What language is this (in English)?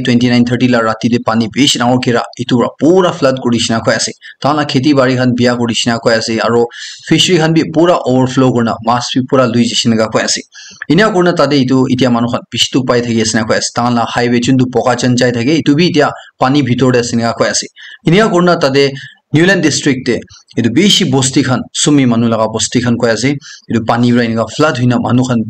Naga Pidgin